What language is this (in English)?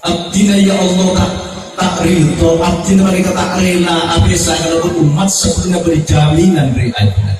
Madurese